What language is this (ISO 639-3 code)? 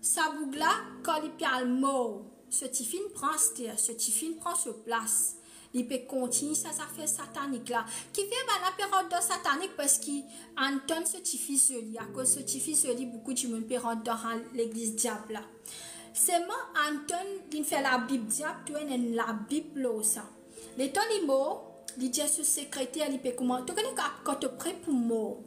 mfe